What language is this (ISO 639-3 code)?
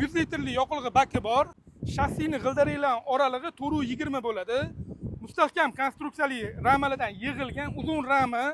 uzb